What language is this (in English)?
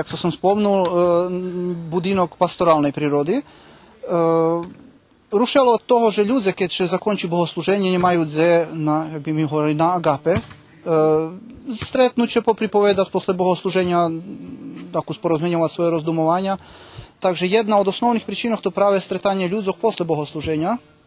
Rusyn